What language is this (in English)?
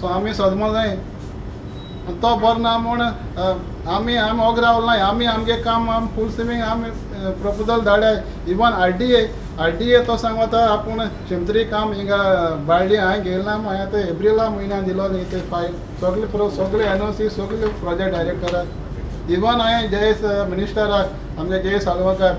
Konkani